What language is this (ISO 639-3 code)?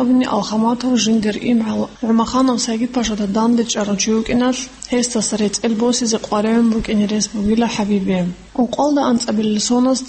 ava